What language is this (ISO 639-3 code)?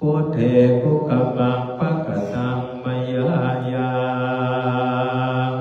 pli